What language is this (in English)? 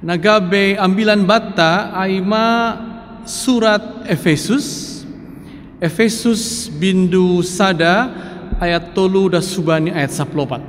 Batak Simalungun